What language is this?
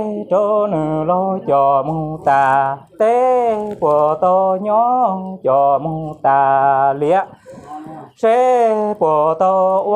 Hmong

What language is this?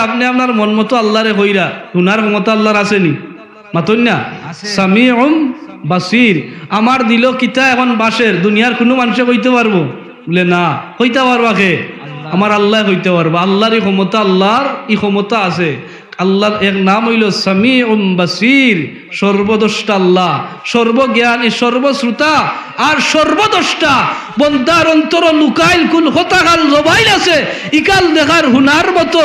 Sylheti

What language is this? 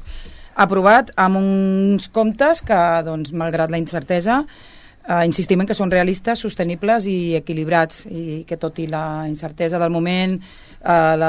Catalan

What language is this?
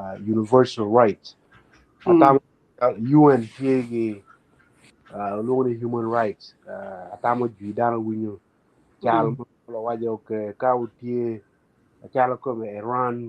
Acoli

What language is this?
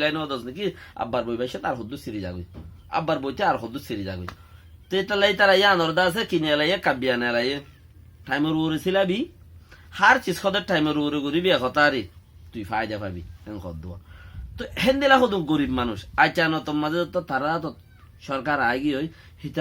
Rohingya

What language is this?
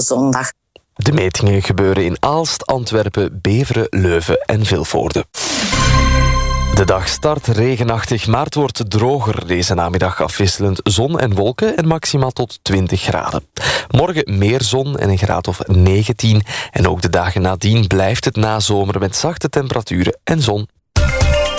Dutch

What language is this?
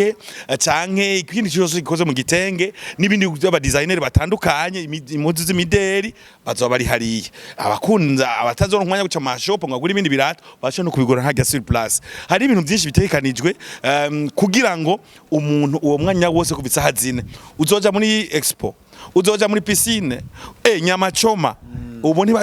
Rundi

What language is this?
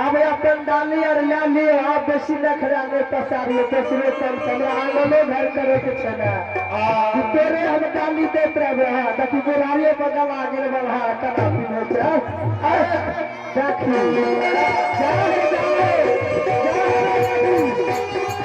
Maithili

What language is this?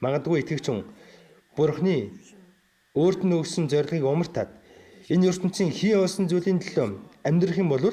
Mongolian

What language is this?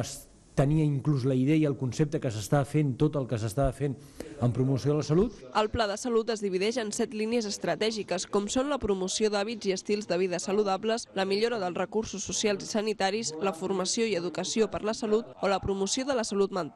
Catalan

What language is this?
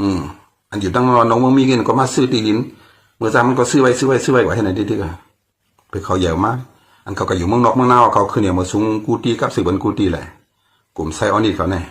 Shan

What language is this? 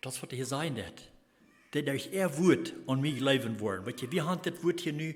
Plautdietsch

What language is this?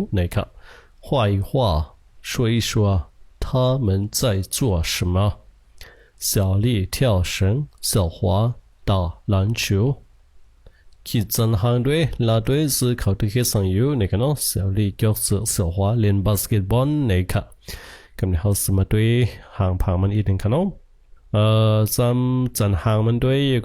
Shan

